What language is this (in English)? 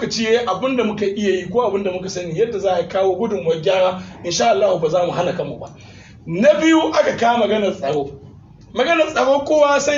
Hausa